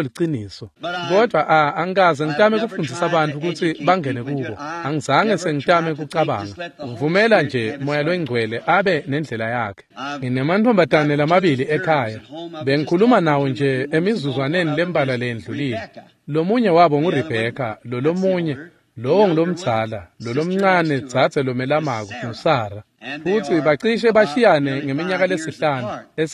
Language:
Swati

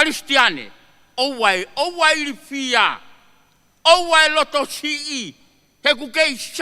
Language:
Tongan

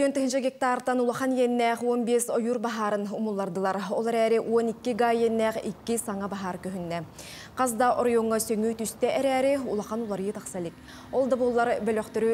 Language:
Yakut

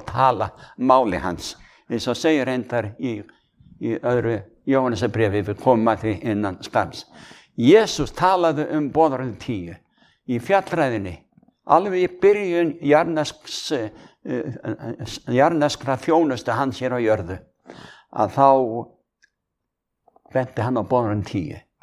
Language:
Icelandic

